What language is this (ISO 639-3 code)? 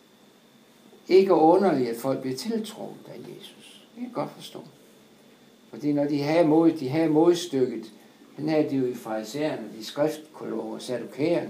dan